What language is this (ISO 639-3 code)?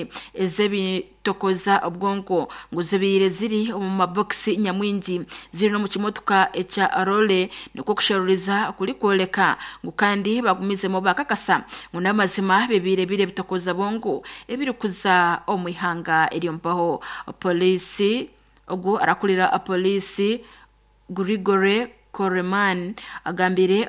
nyn